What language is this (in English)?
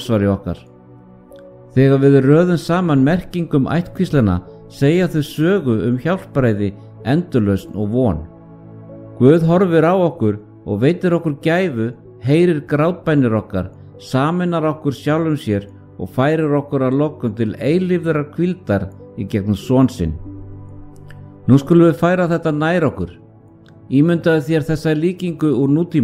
Icelandic